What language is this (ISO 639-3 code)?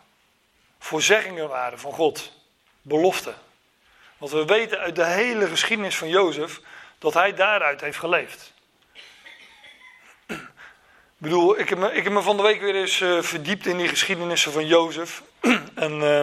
nld